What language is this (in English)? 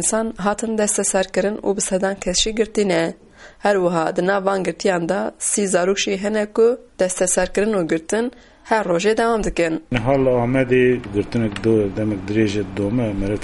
Kurdish